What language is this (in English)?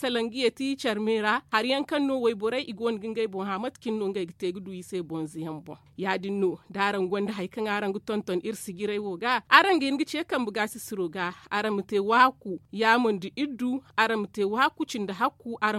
Zarma